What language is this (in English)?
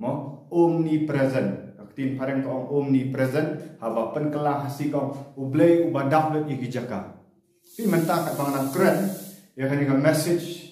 Khasi